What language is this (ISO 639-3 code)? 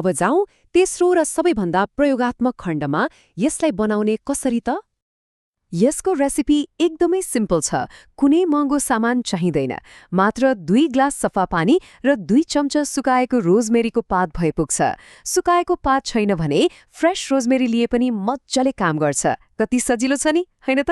nep